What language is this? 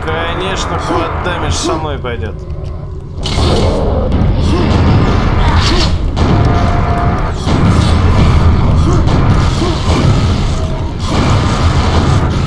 Russian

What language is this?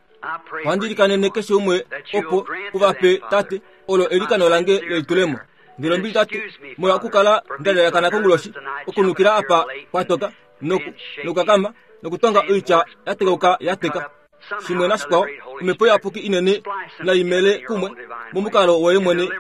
Kuanyama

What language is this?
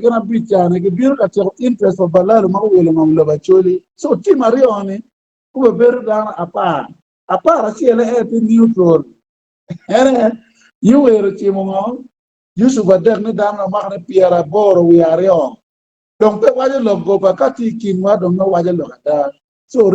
Acoli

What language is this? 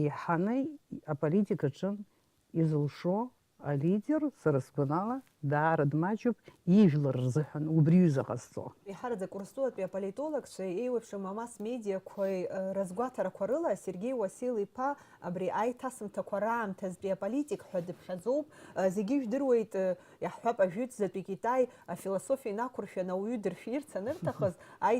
Abkhazian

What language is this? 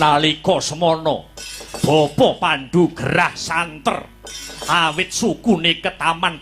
Javanese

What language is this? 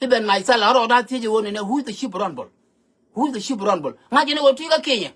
Nuer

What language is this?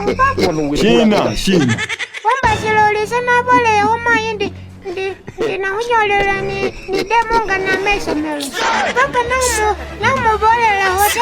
Masaaba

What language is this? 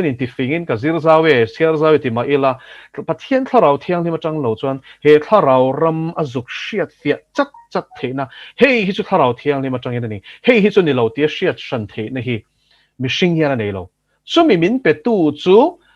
Mizo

